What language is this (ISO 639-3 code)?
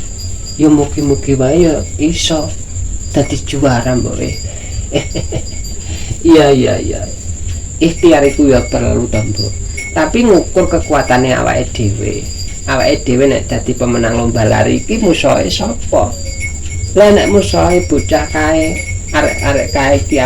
jav